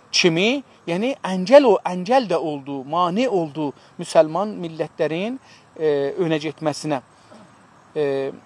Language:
South Azerbaijani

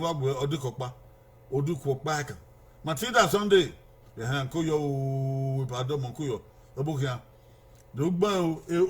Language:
Bini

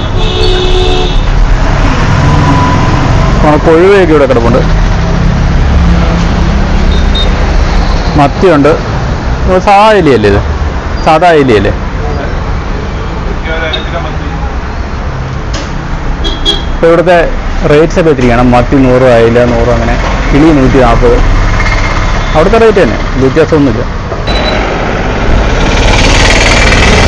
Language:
Malayalam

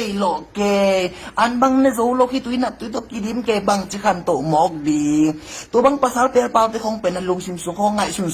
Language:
Tedim Chin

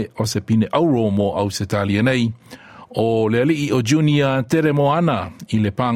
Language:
Samoan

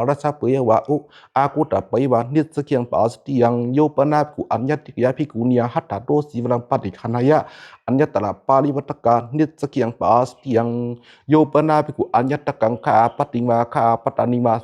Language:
Pali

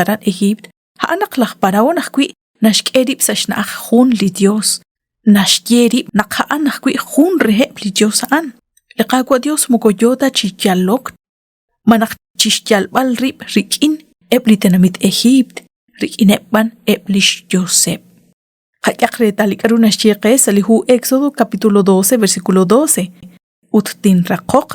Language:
Kekchí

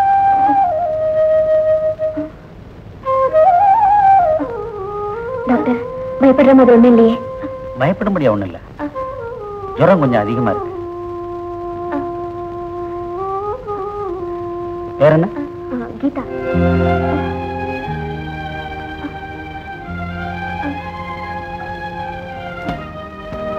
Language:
Tamil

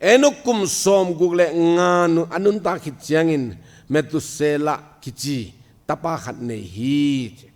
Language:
Tedim Chin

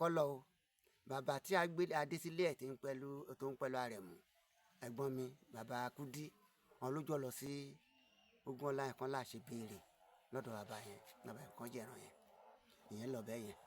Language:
Yoruba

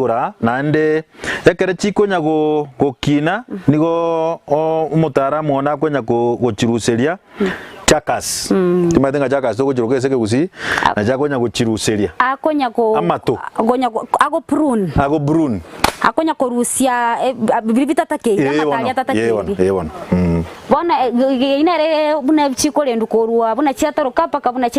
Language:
Gusii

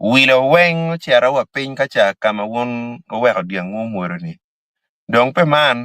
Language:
Acoli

